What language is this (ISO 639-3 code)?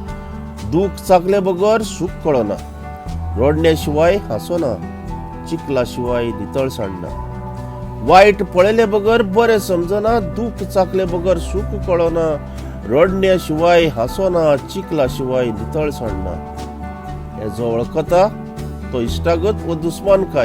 kok